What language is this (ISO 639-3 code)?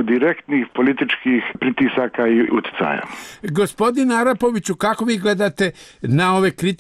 srp